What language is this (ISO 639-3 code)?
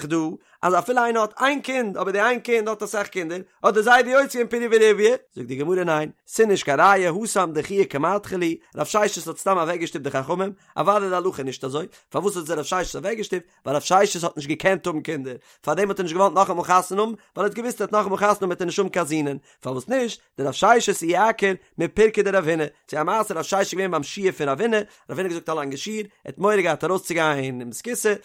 yid